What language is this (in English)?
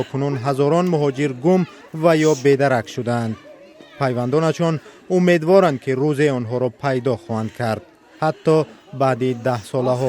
Tajik